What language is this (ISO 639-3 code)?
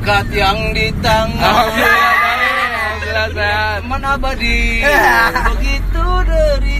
bew